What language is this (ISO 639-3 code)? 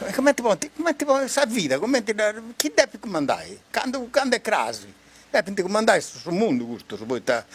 srd